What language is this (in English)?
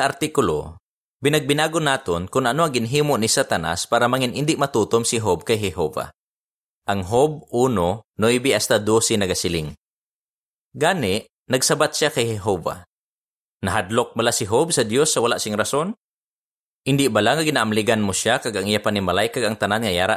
Hiligaynon